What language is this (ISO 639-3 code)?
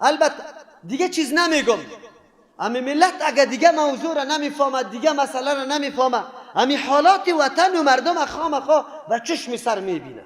fas